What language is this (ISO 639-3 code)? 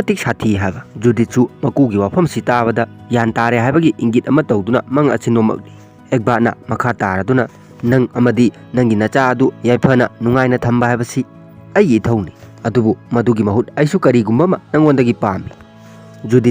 mni